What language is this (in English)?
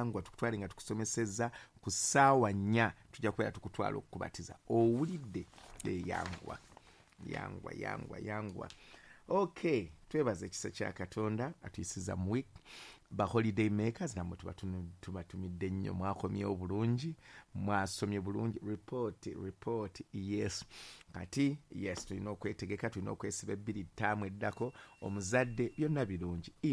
Ganda